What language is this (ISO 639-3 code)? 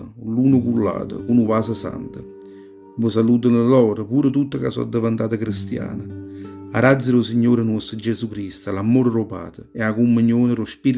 nap